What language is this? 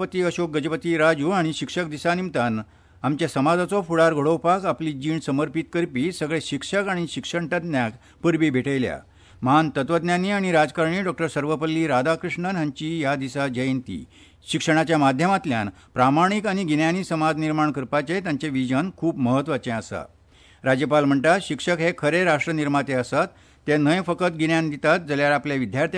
Konkani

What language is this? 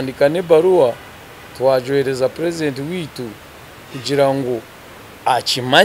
Nyankole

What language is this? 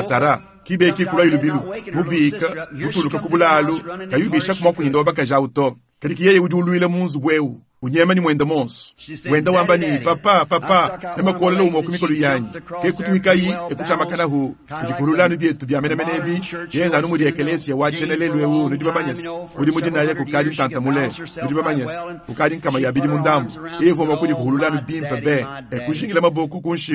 Luba-Lulua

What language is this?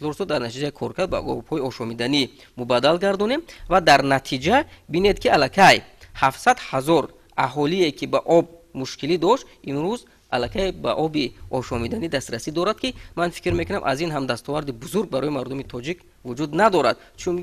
Tajik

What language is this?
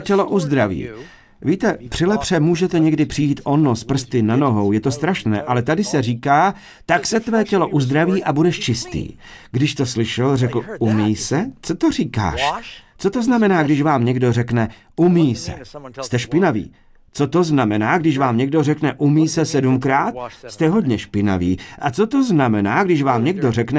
Czech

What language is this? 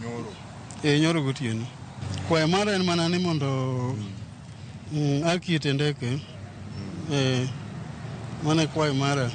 Luo (Kenya and Tanzania)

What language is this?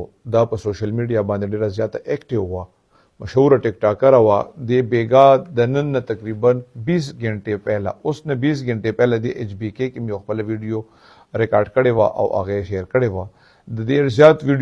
Pashto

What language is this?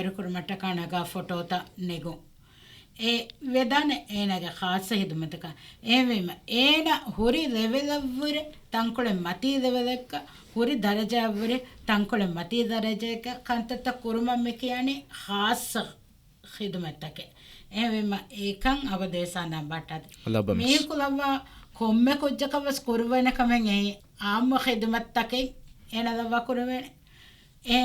Divehi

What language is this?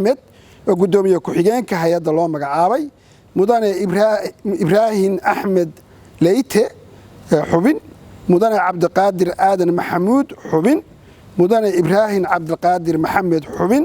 Somali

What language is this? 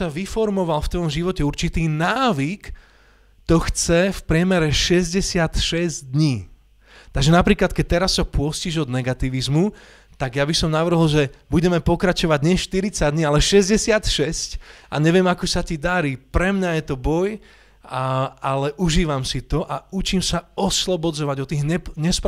Slovak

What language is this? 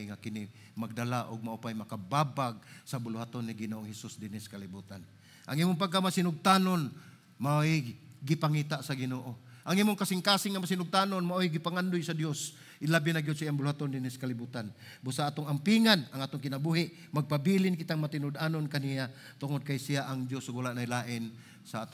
Cebuano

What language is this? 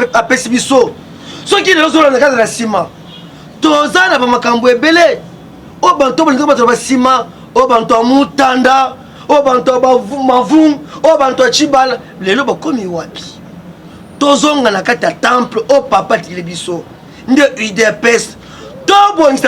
Lingala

